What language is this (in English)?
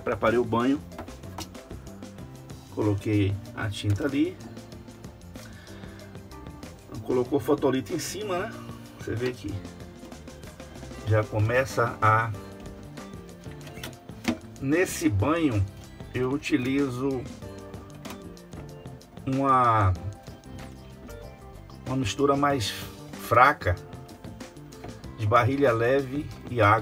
Portuguese